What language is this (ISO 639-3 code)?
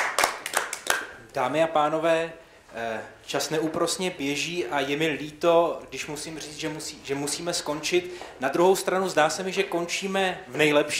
ces